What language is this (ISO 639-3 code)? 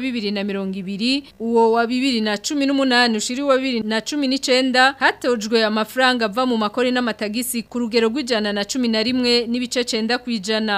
run